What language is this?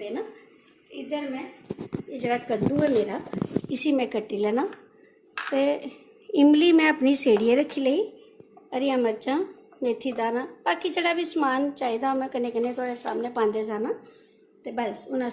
Dogri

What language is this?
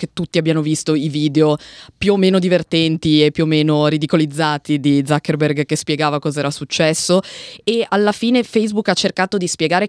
Italian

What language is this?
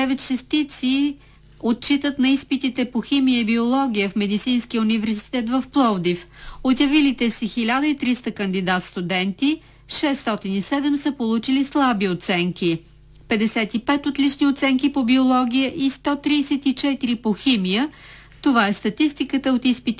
Bulgarian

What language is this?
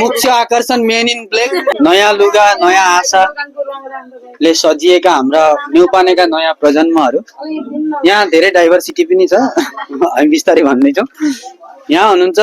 Nepali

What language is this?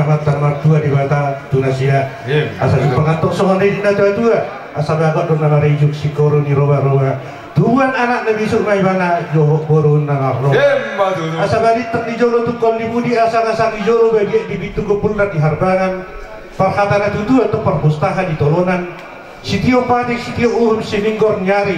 Batak Toba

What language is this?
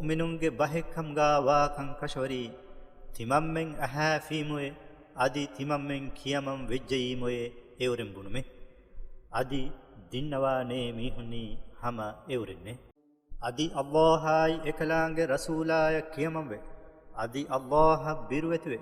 Divehi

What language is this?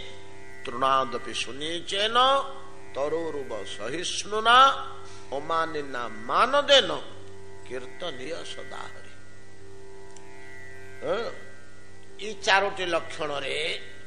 Odia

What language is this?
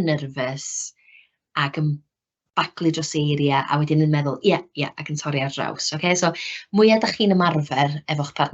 Welsh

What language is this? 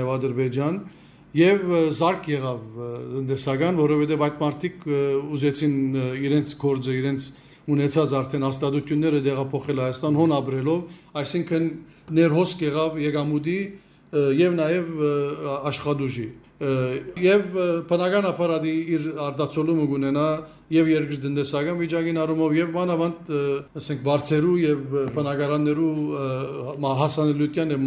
Western Armenian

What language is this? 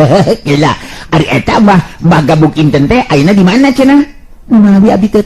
Sundanese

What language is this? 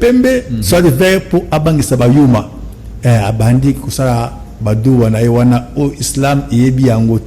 Lingala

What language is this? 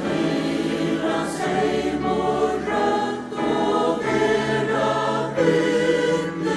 Faroese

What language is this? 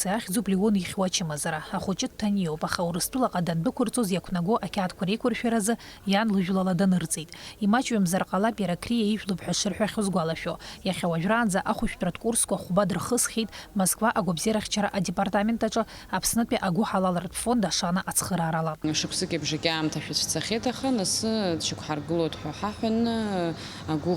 Abkhazian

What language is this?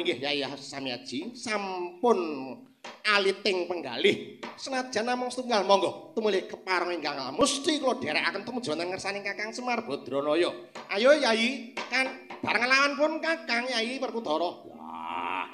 Javanese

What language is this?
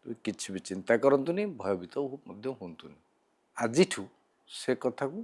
Odia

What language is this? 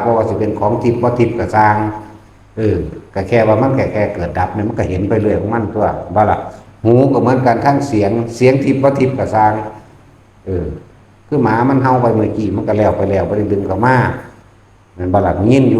Northeastern Thai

